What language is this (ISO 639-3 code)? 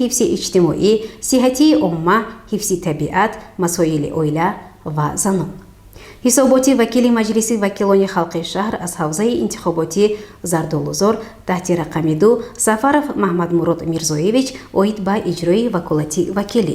tgk